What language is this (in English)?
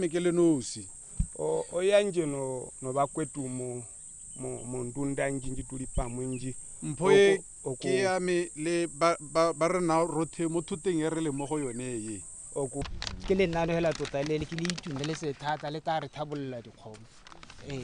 Tswana